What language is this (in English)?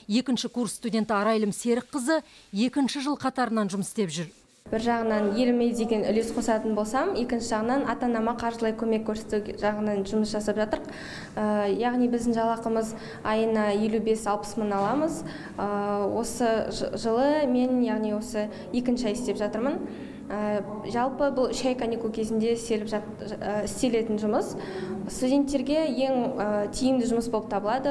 Kazakh